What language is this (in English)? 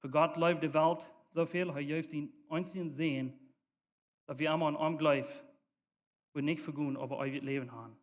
Plautdietsch